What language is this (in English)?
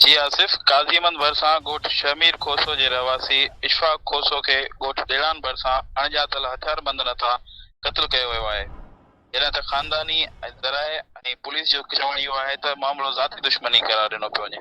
Sindhi